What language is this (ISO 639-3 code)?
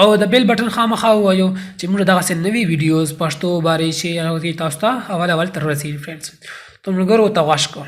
pus